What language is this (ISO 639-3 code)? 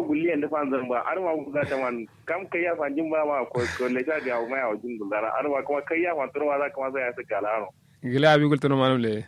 kau